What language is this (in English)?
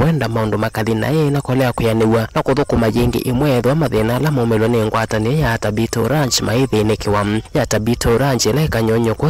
Kamba